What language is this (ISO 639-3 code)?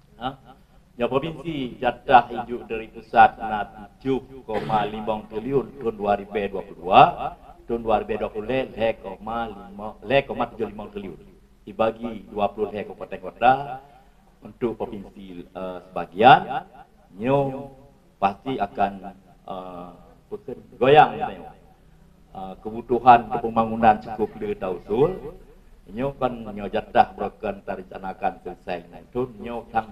ace